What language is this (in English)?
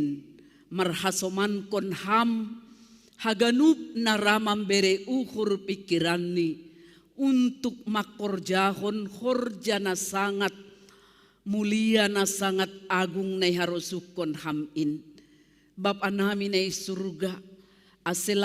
Batak Simalungun